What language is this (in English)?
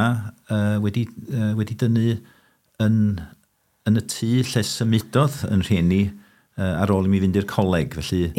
Welsh